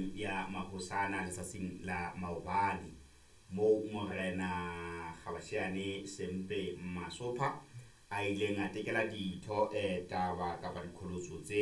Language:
Southern Sotho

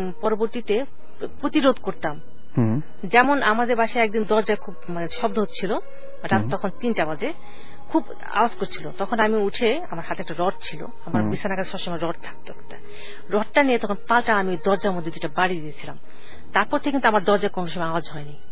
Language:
Bangla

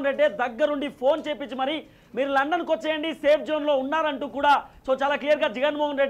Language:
Telugu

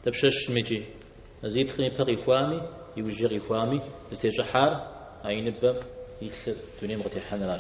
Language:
Kabardian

